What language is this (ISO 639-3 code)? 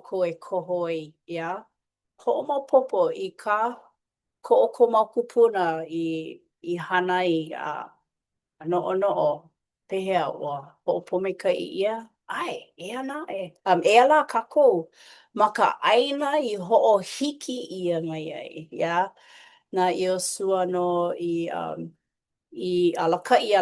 haw